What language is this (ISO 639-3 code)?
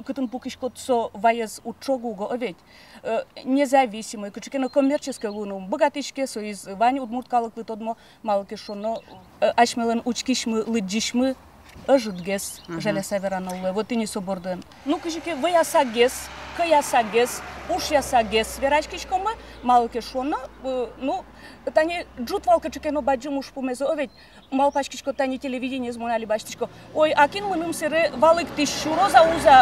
udm